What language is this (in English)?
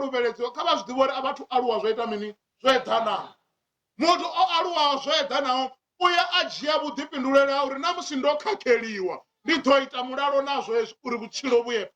Venda